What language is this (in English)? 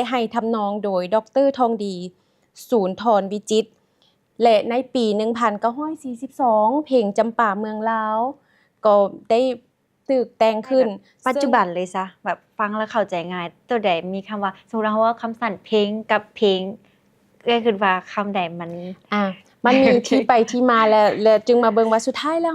Lao